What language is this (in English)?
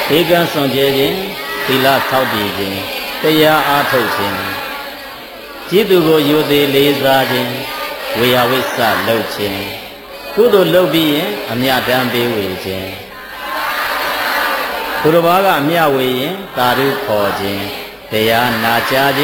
Burmese